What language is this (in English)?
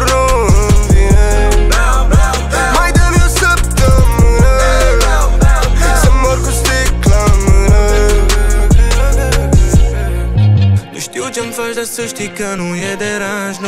Romanian